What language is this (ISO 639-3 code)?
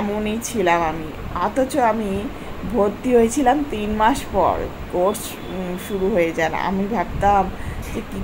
ben